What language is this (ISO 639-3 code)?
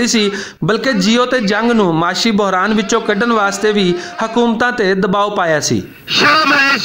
lah